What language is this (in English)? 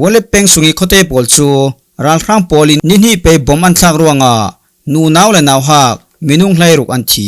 Falam Chin